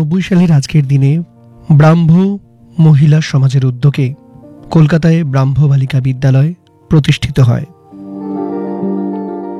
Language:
Bangla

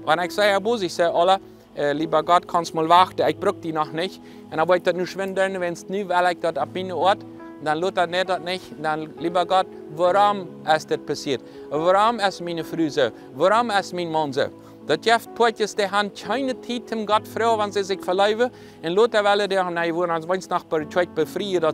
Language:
Plautdietsch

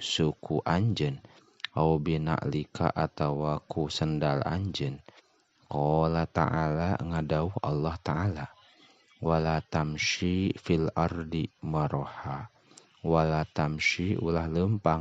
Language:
Sundanese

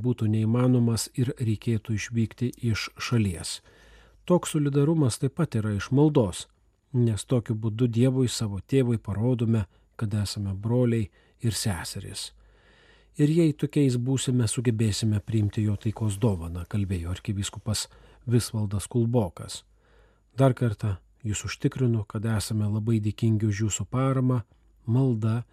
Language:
Lithuanian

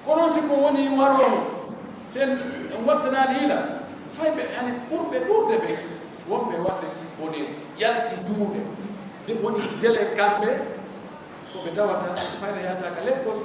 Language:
Pular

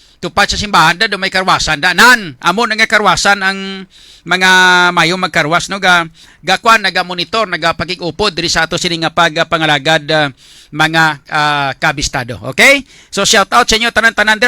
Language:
Hiligaynon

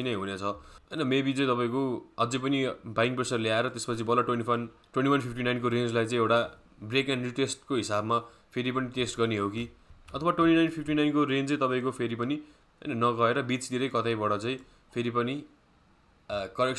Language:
Nepali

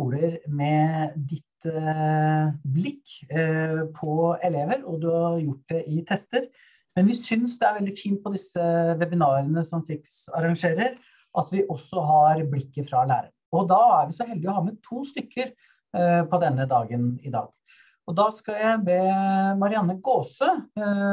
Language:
Norwegian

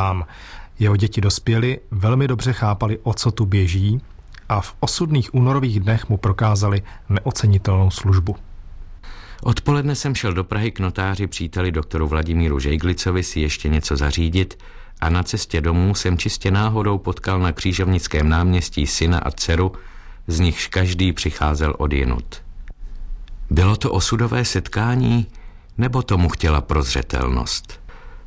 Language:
Czech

